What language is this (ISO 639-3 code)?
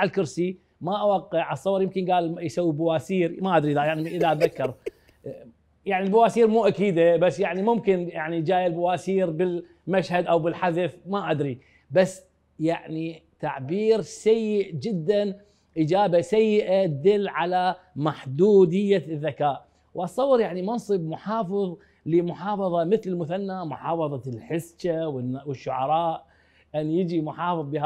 acm